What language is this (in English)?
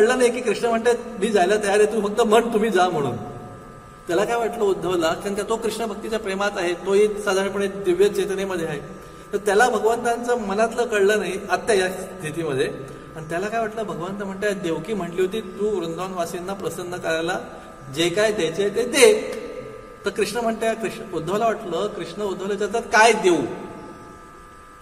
Marathi